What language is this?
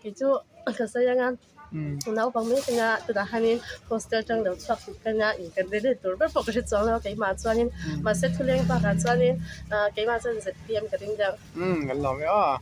Mizo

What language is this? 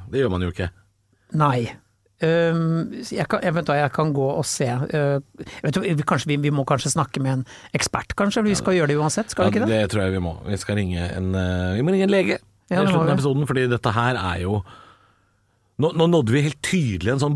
Norwegian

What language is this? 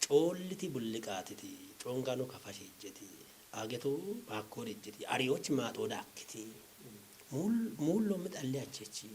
Kafa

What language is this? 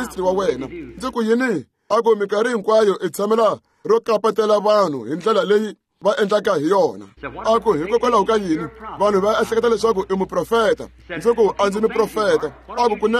Tsonga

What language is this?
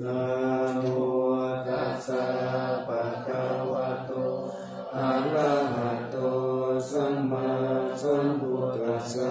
Pali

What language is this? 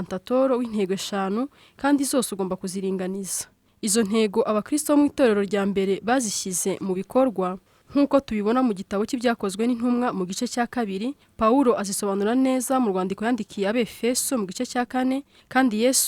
Kinyarwanda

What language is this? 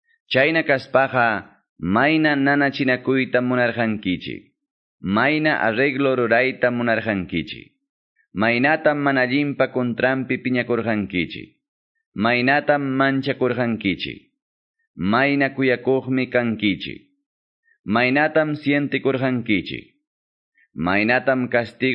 Quechua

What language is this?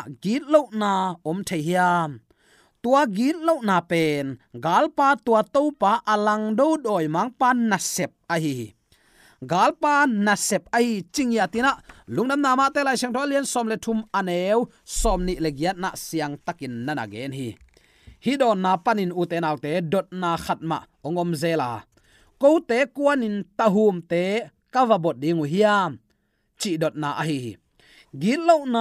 Tedim Chin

